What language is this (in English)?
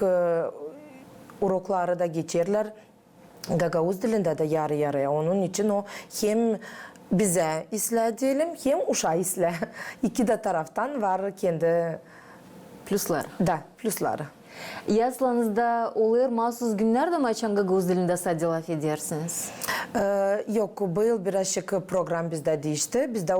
Gagauz